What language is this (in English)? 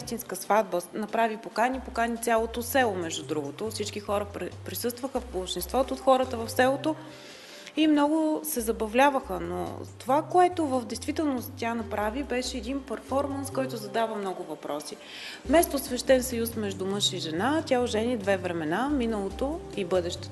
Bulgarian